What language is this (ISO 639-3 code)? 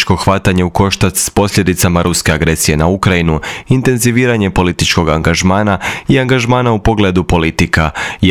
hrv